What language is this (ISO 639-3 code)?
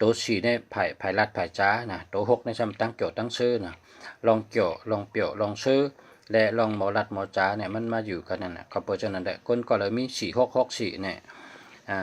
shn